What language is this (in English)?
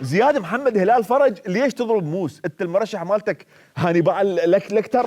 Mesopotamian Arabic